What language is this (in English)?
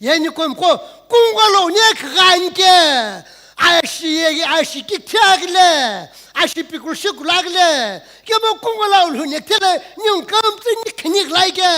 Sumi Naga